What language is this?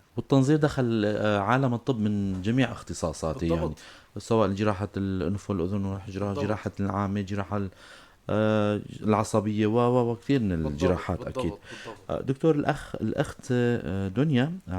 North Levantine Arabic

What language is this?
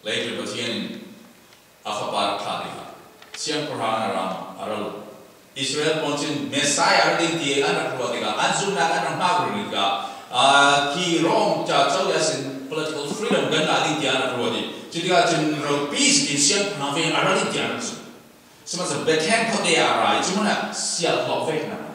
Falam Chin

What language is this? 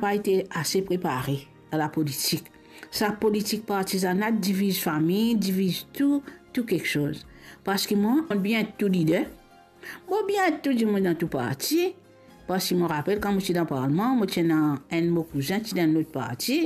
Morisyen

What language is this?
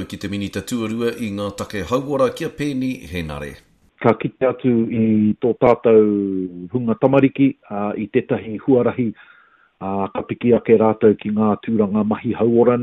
Māori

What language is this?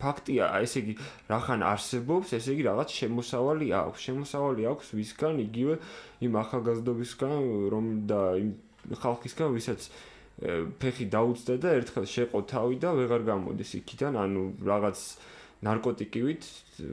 Georgian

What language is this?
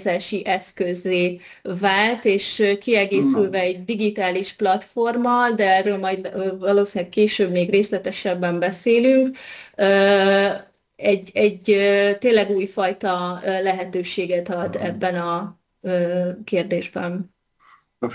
Hungarian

